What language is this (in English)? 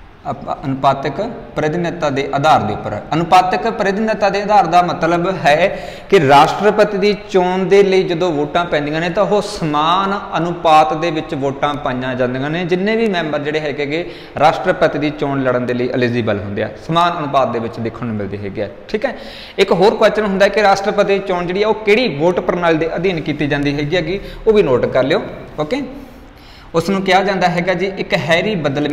Punjabi